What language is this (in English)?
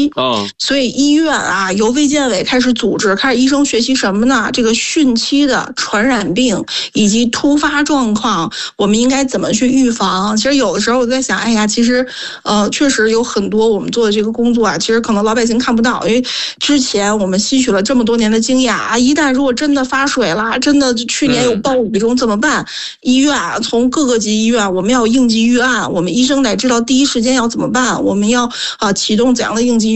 Chinese